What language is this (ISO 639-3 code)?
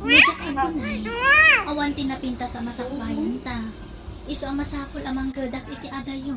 ilo